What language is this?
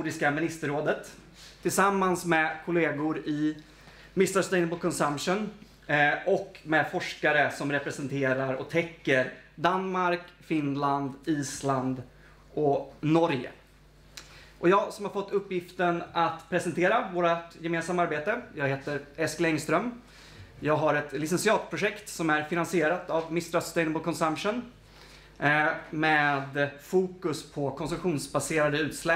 Swedish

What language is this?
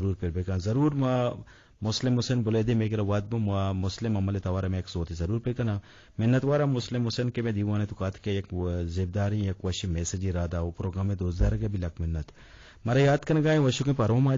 Eastern Balochi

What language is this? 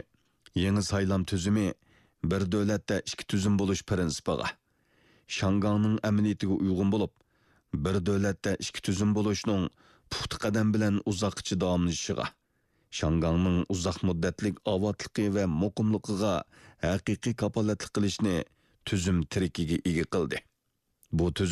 Uyghur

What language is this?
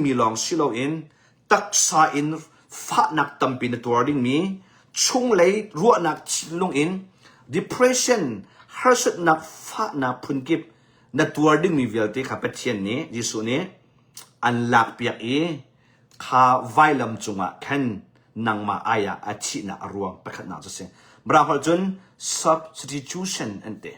Hakha Chin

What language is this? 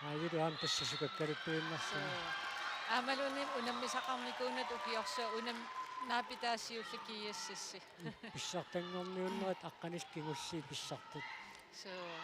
Kalaallisut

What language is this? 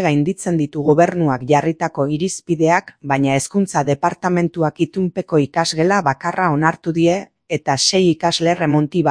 Basque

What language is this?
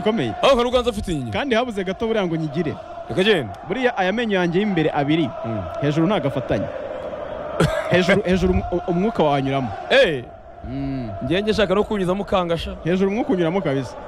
Kinyarwanda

